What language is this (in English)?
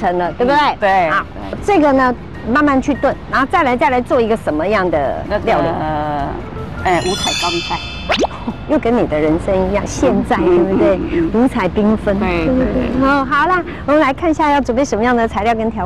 Chinese